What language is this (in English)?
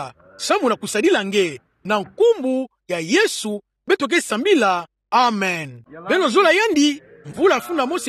Kituba (Democratic Republic of Congo)